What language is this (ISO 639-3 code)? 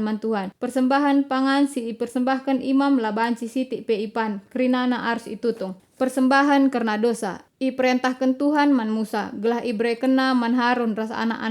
btx